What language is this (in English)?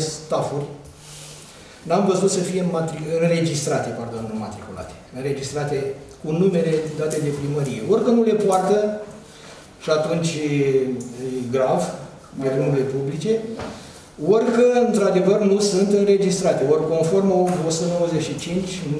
Romanian